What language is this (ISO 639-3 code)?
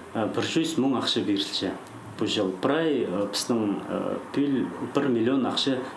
kjh